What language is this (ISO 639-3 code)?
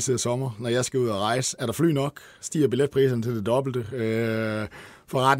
dan